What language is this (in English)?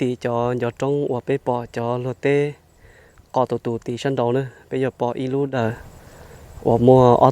Hmong